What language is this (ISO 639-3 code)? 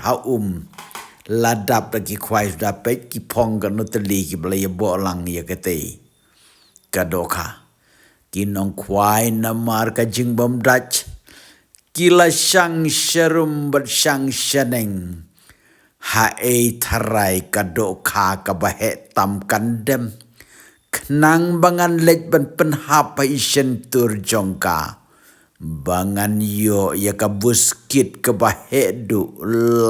kha